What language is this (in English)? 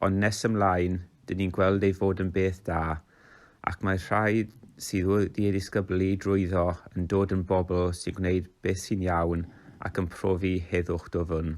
Welsh